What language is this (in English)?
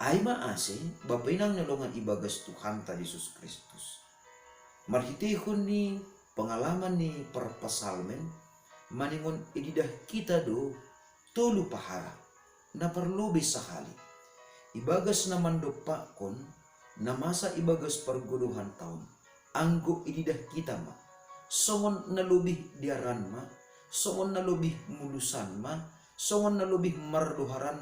Batak Simalungun